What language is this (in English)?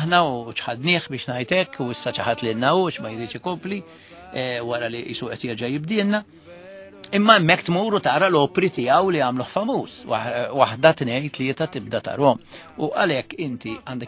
Maltese